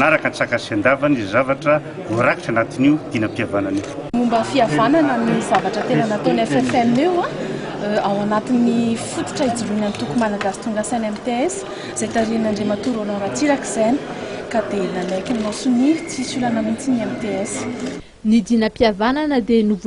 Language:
Malagasy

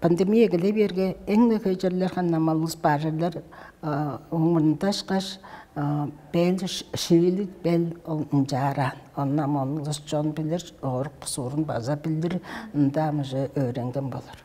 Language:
Tuvinian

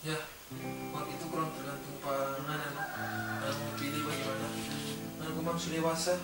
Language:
Manado Malay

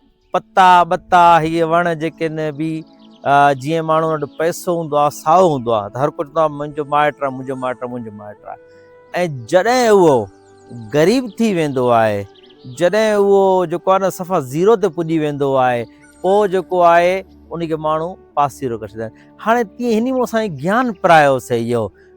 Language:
Sindhi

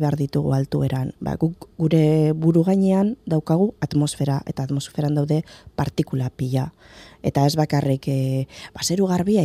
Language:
Basque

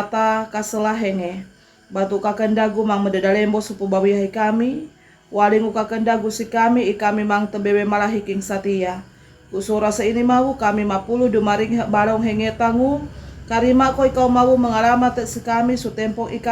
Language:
Sangir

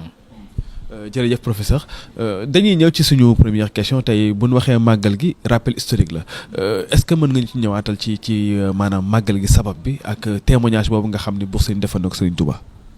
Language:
Wolof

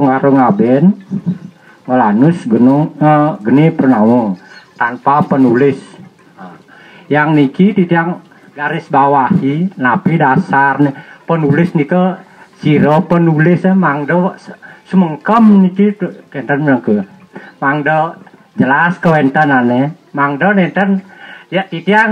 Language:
Balinese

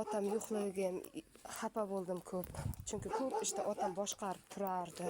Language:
Uzbek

